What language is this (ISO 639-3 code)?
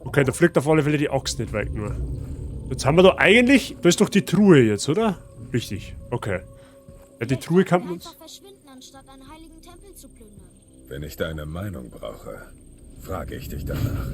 bar